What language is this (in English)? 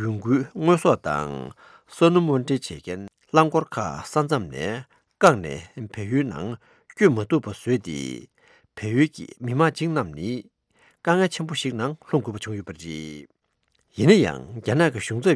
Tibetan